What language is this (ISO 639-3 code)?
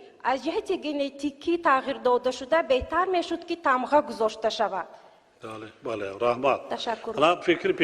tgk